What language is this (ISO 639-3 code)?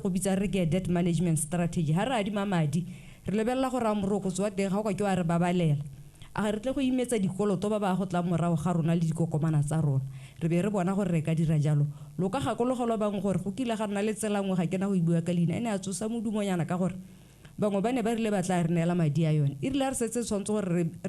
tsn